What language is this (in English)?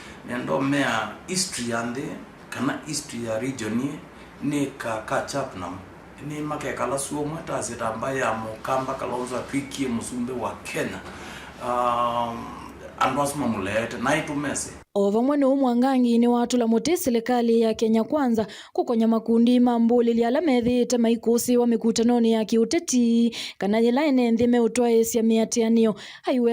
Kamba